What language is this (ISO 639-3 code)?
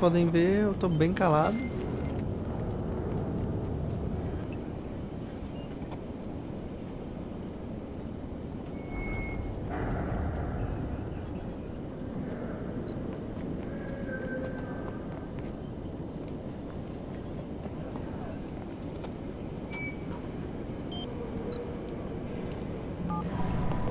por